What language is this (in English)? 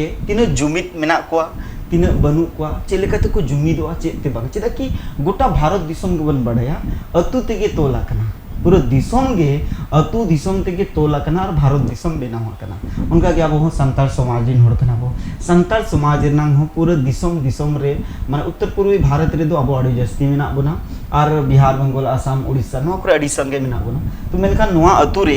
Santali